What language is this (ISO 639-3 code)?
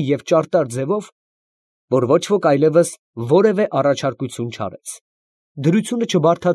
hye